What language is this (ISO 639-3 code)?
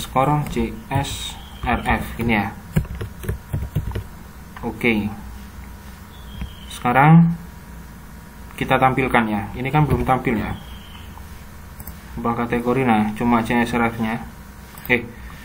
ind